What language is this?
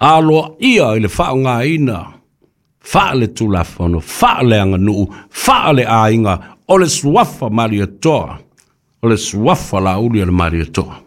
Samoan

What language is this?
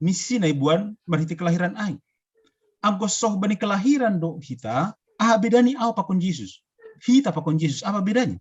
Batak Simalungun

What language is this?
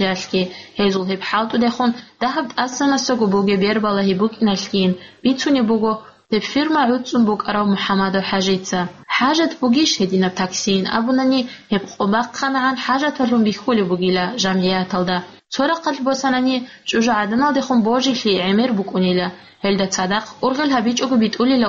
Avaric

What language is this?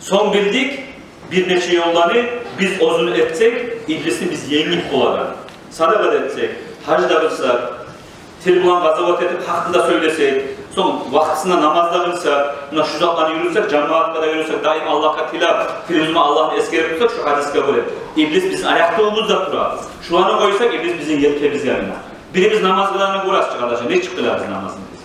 Kumyk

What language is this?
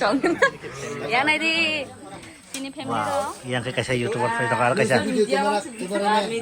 Kok Borok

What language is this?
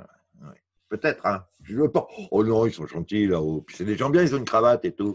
French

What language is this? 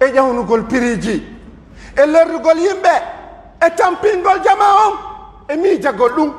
Pular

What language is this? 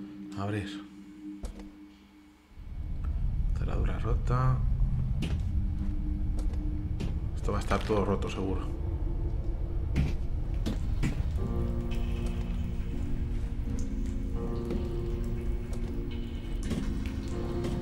Spanish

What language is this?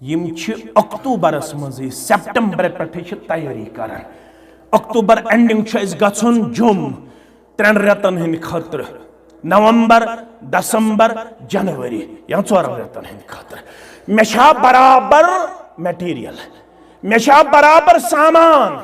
Kashmiri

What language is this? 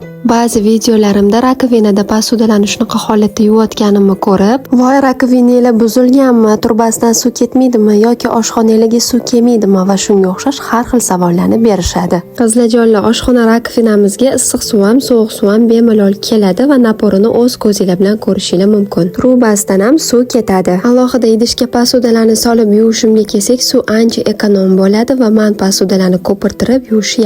Uzbek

